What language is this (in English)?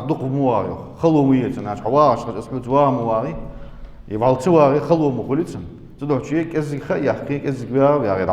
Ingush